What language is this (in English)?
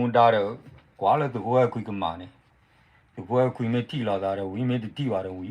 S'gaw Karen